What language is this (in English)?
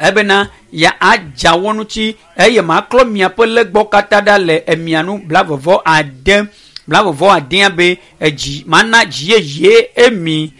Ewe